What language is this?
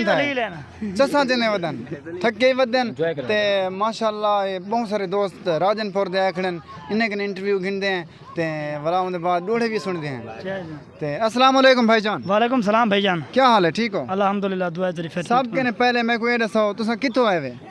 Saraiki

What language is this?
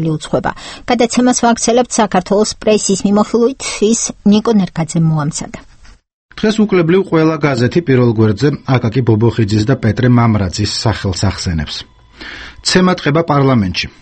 Georgian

